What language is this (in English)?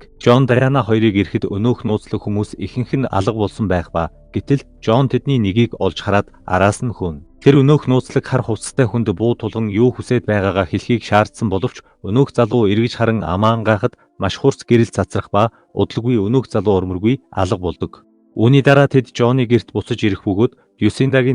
Mongolian